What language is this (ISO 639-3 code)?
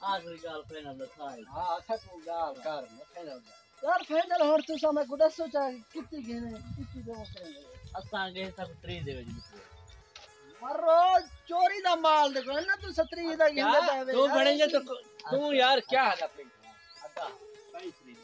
skr